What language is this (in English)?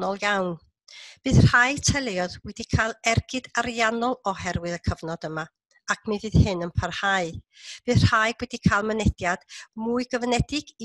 Welsh